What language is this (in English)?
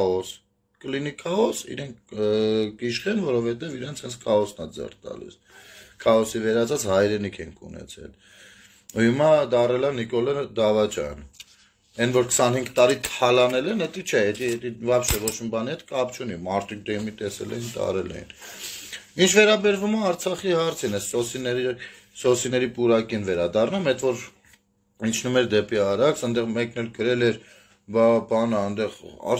Armenian